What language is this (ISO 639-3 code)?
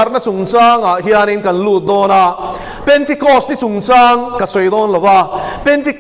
lus